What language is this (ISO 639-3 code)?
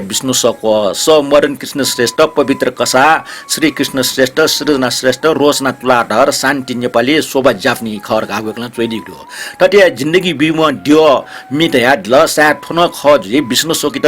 new